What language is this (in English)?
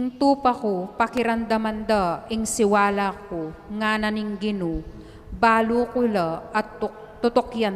Pampanga